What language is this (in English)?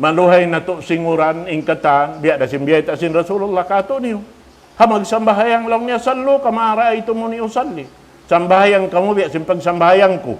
Tausug